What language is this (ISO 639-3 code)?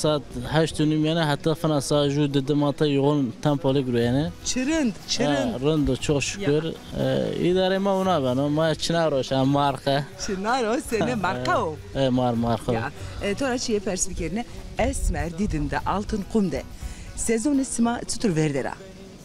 zza